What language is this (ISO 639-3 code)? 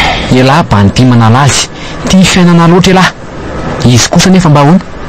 mlg